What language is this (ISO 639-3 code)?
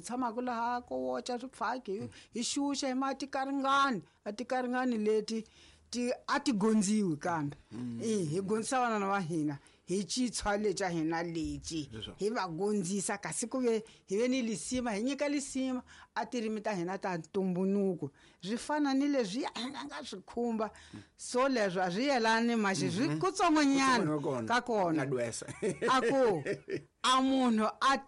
tso